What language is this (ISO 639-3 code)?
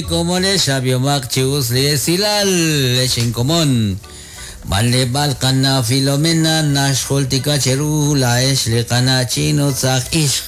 kek